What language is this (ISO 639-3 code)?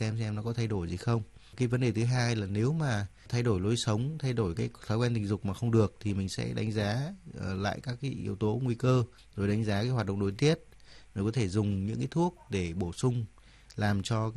vie